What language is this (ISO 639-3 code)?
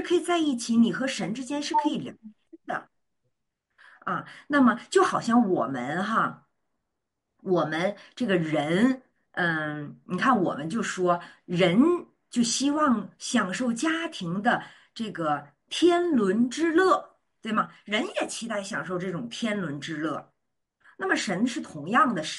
zho